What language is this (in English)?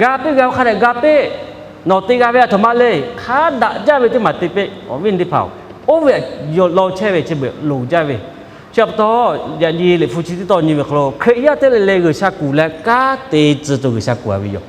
Lahu